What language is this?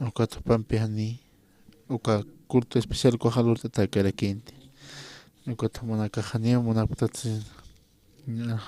Aymara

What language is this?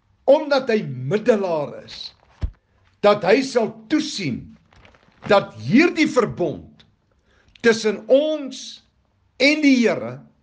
Afrikaans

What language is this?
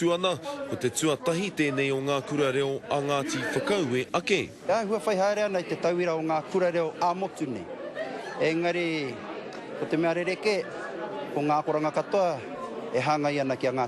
Māori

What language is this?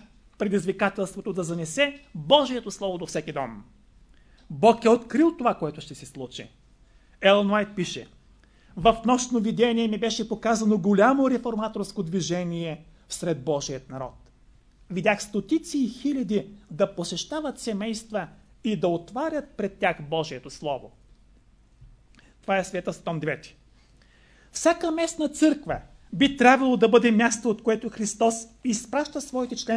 Bulgarian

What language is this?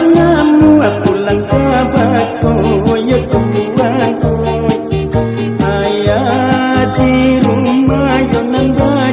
Minangkabau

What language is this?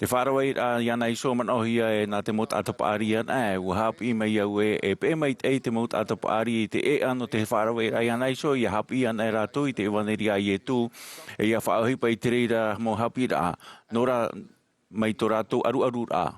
Tahitian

